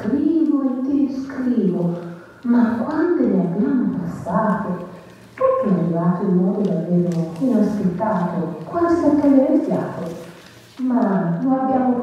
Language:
Italian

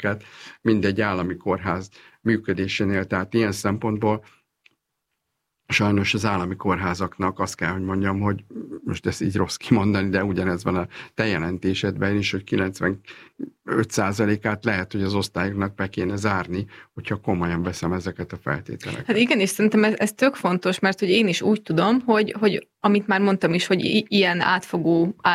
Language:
Hungarian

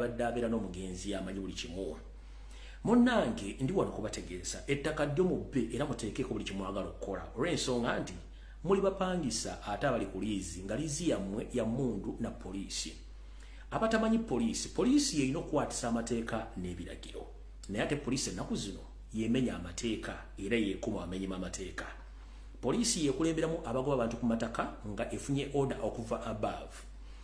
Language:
Ganda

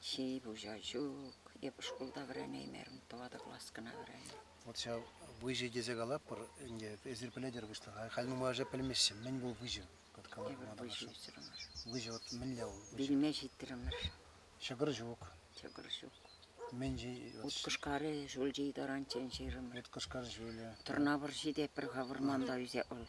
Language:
Chuvash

